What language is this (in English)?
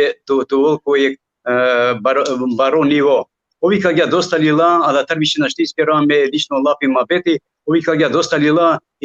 Balkan Romani